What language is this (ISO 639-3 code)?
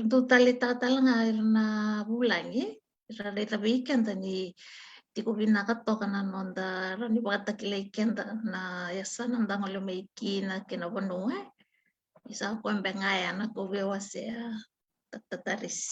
fij